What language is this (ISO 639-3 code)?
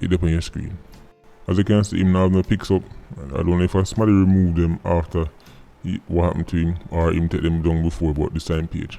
jam